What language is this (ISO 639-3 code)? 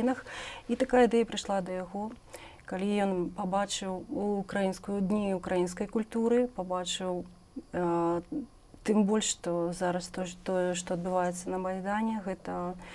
bel